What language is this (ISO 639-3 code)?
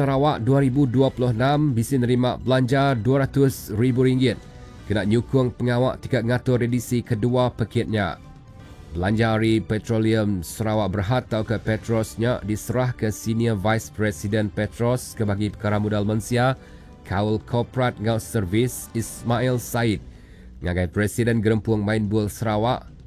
iba